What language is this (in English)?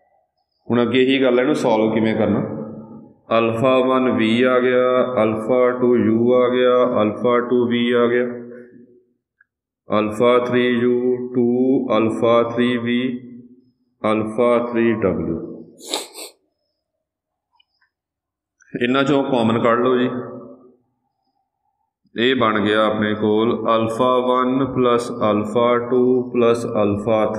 Punjabi